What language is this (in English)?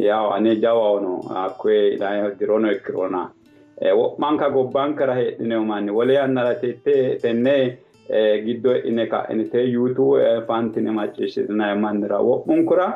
Sidamo